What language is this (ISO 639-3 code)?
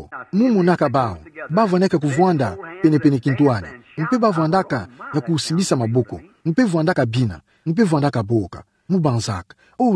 ktu